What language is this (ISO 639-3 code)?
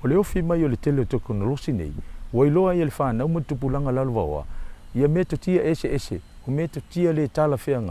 smo